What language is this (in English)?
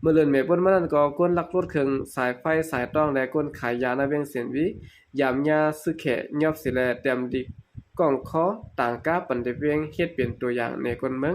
Shan